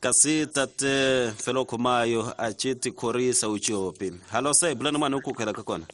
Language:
Tsonga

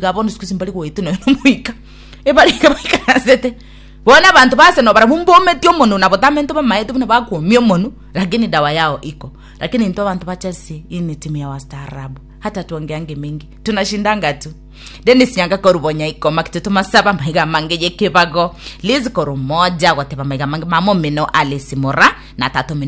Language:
Gusii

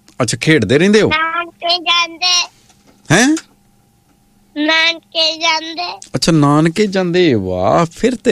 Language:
Punjabi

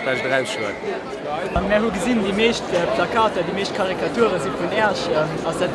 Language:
Luxembourgish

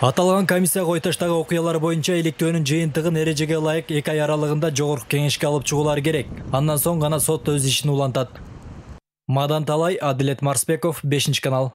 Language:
Kyrgyz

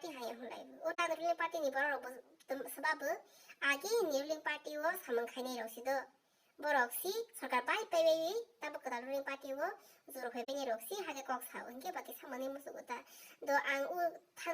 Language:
Kok Borok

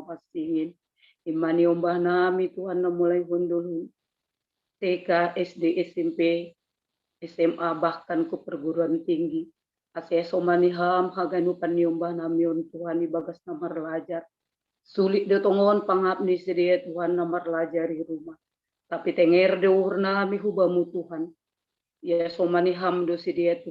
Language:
Batak Simalungun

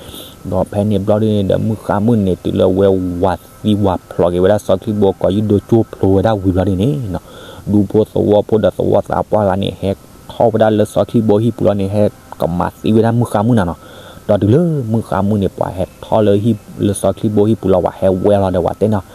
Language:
S'gaw Karen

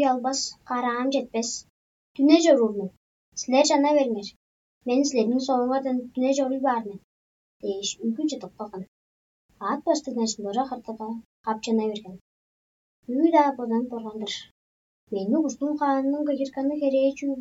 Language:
Tuvinian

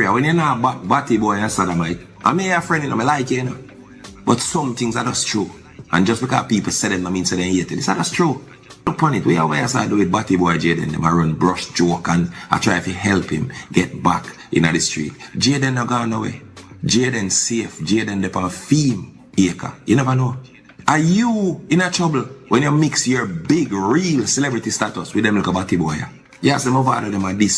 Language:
Jamaican Creole English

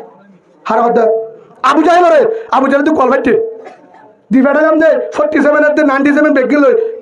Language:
Rohingya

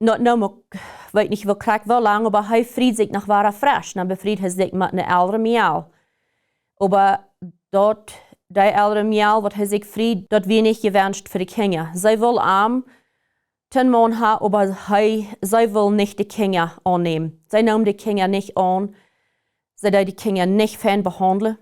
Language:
Plautdietsch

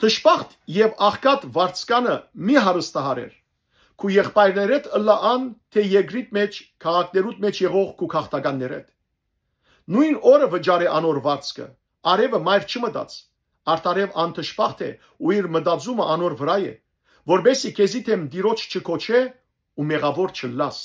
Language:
Western Armenian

